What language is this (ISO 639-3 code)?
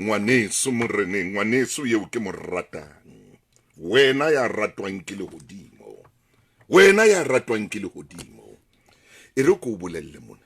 sot